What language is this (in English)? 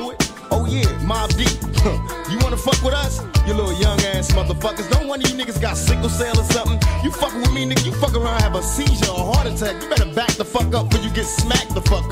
English